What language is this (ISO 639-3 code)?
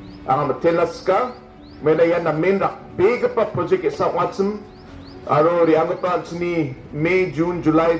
grt